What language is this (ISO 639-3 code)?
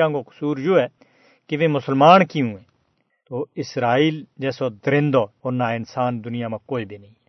gju